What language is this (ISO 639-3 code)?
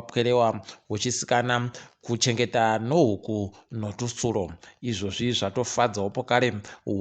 ndc